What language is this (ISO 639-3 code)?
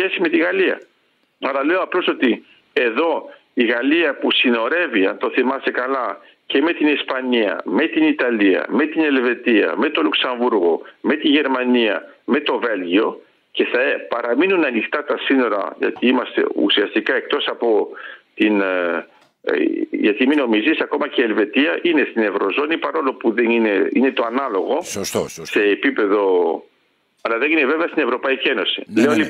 ell